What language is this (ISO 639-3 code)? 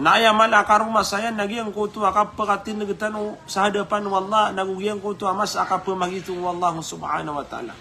mrw